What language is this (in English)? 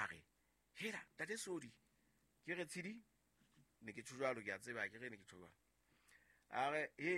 Southern Sotho